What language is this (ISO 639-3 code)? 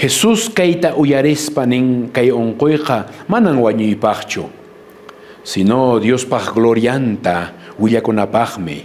que